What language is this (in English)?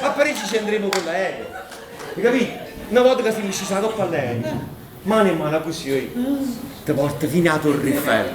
Neapolitan